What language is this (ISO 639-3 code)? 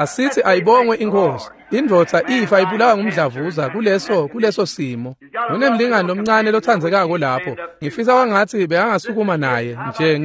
ssw